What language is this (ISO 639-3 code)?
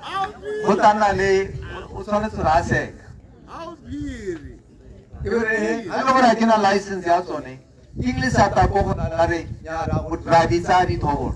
tsn